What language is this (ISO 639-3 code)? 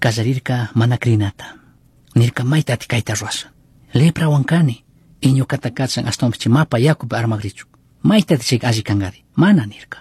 qug